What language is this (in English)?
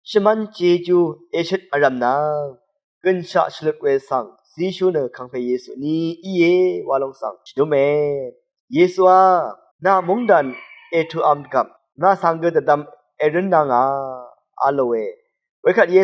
Rawang